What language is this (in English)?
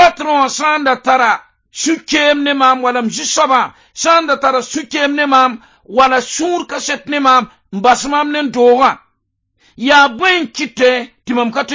Mossi